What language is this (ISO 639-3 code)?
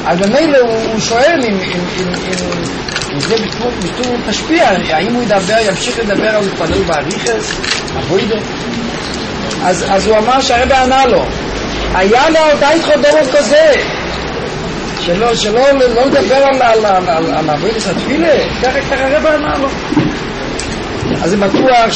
heb